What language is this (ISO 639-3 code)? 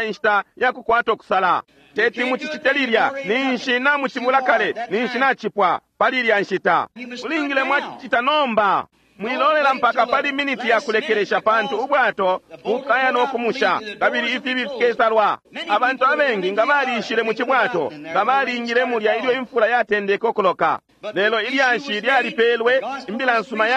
bem